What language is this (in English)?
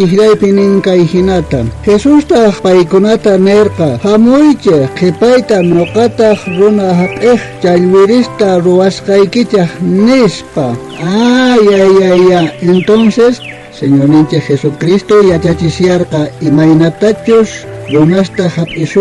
South Bolivian Quechua